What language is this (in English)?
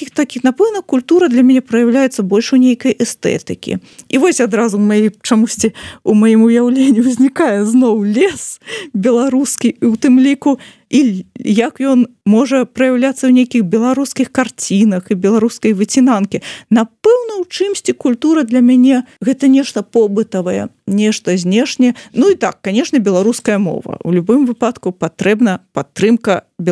Belarusian